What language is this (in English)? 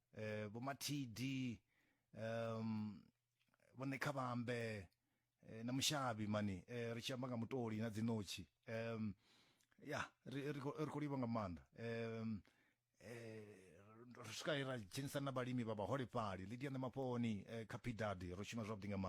Venda